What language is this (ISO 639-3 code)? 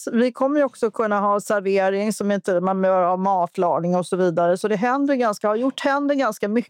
swe